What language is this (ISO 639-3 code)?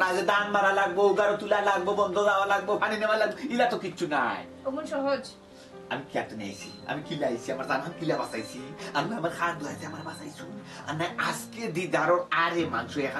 syl